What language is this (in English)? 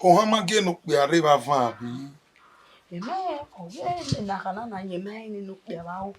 Bini